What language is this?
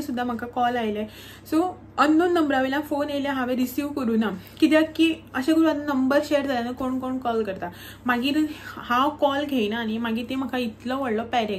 Konkani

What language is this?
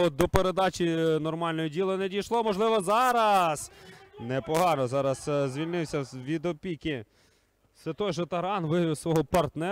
Ukrainian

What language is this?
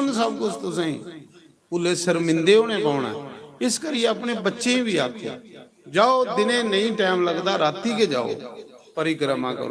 Dogri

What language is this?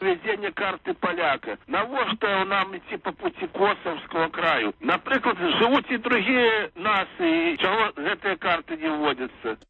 Belarusian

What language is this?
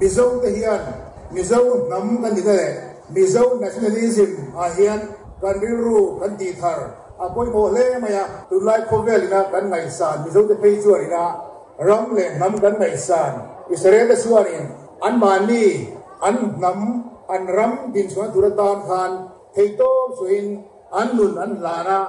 Mizo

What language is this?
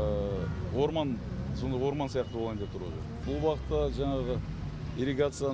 Kazakh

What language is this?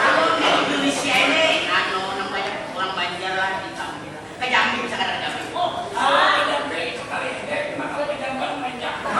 Banjar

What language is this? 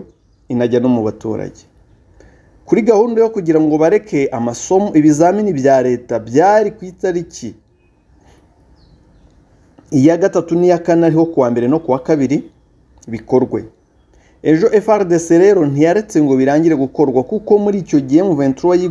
Kinyarwanda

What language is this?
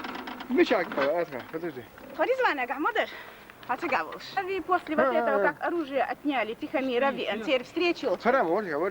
Chechen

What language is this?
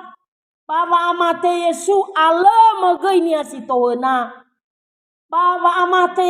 Nias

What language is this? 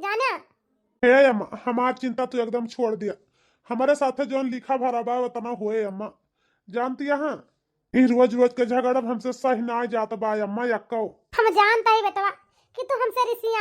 Awadhi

